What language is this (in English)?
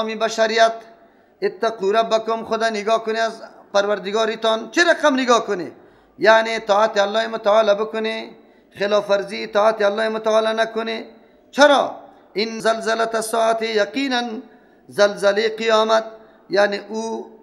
Persian